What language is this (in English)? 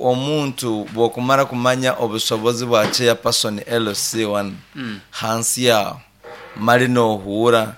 Nyankole